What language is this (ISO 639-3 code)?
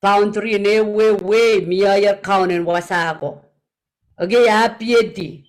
pon